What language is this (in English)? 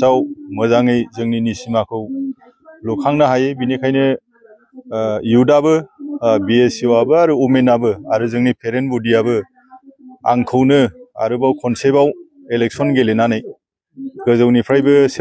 Bodo